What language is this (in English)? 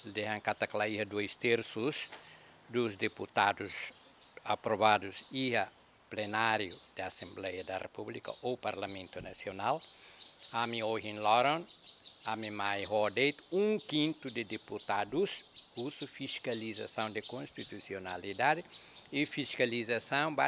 Tetum